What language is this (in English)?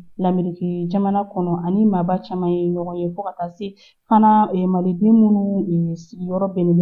Bambara